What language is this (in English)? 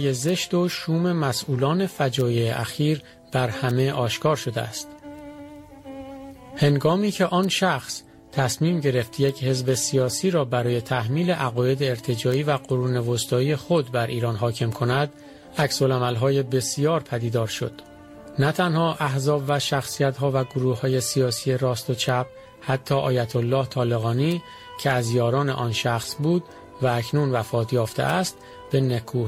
Persian